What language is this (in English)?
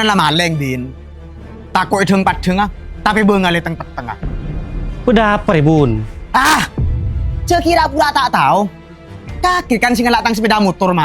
Madurese